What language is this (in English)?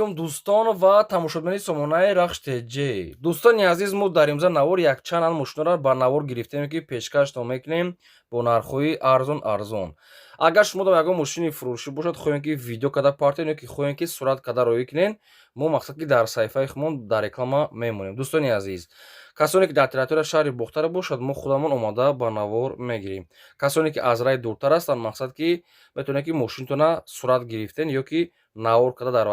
Tajik